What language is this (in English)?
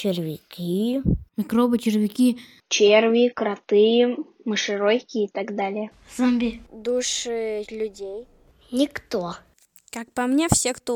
Russian